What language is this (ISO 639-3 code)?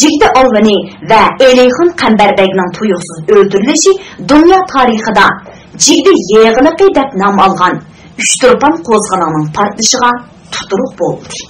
uig